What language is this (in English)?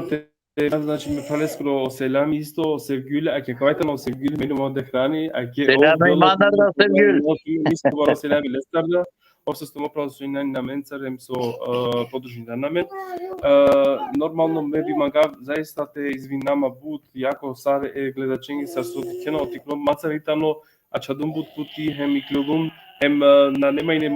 Balkan Romani